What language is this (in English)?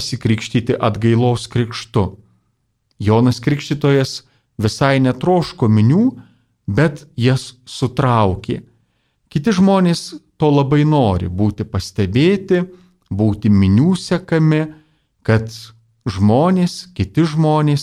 Lithuanian